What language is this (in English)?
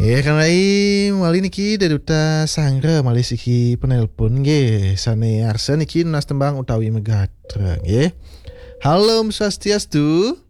Balinese